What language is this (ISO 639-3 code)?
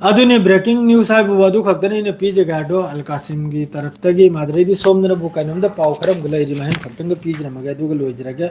mni